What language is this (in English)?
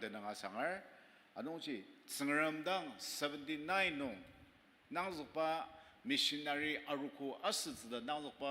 Ao Naga